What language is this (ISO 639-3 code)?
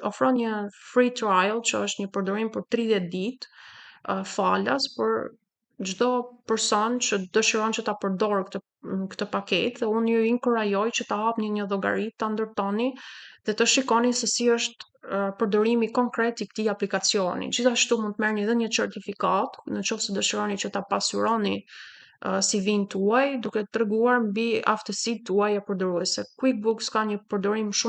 sqi